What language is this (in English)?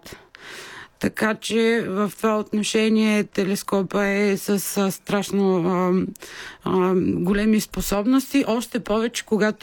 Bulgarian